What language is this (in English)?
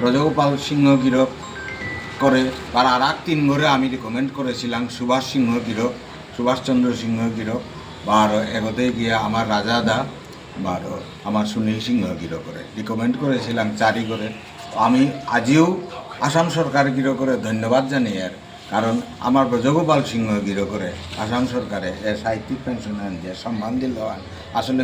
Bishnupriya